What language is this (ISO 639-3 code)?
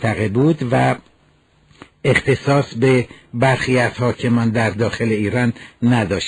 fas